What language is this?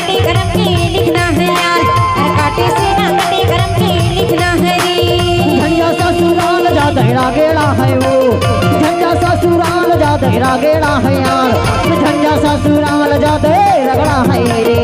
Chhattisgarhi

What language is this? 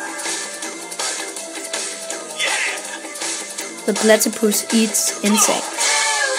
Danish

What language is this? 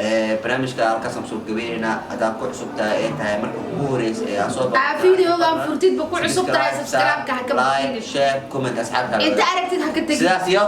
Somali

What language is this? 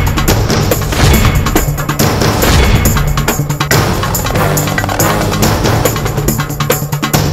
Odia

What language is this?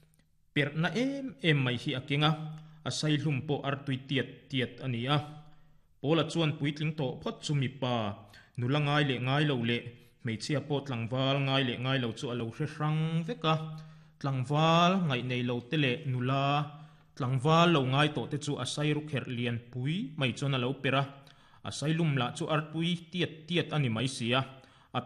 Mizo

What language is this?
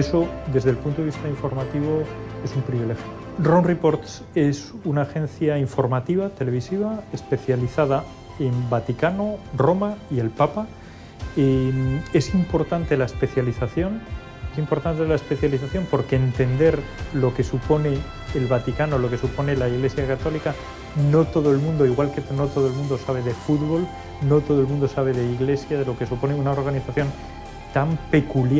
Spanish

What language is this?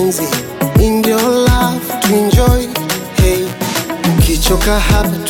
Swahili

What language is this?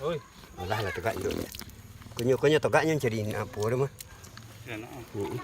Minangkabau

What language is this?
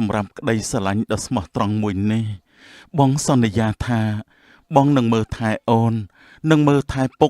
Khmer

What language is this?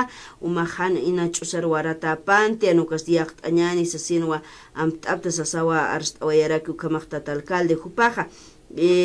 Aymara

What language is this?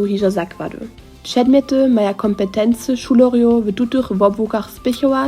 Upper Sorbian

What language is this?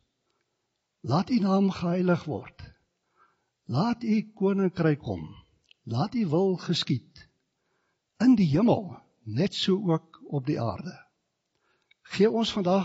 Afrikaans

